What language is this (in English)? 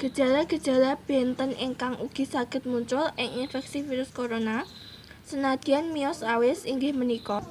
Javanese